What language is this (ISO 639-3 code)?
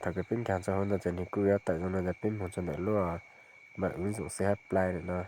hmn